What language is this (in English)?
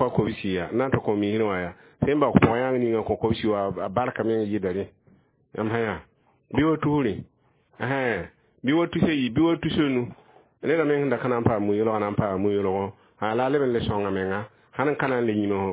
Mossi